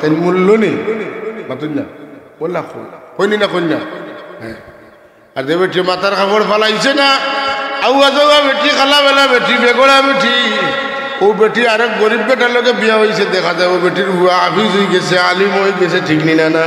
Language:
Sylheti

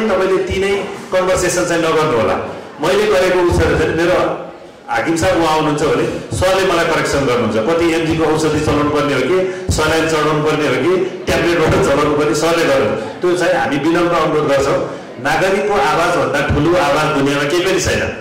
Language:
Nepali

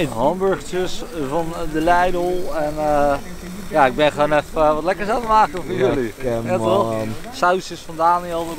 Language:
Dutch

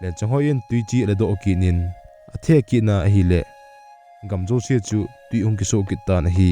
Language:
Thado Chin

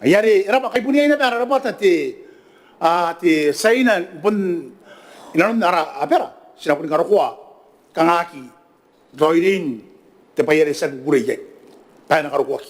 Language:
Gilbertese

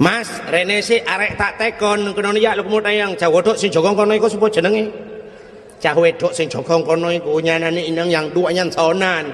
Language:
Achinese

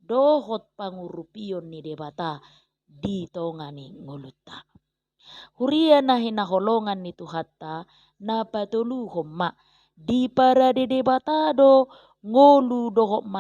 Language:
Batak Toba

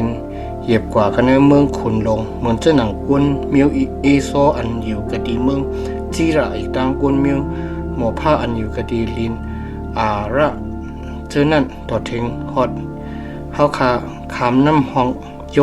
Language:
Shan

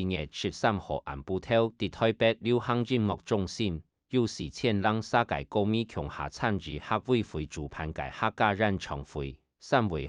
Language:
Hakka Chinese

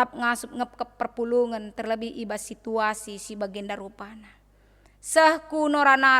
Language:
Batak Karo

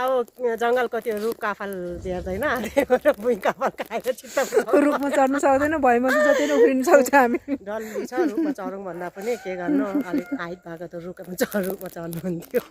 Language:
Nepali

